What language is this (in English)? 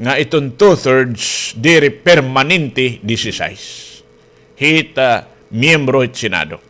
Waray